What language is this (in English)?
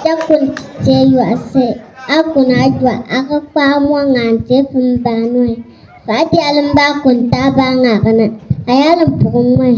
Bimoba